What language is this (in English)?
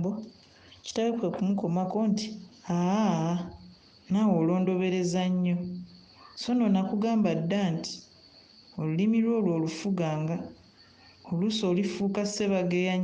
Ganda